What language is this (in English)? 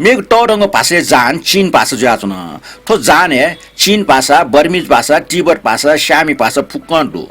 Newari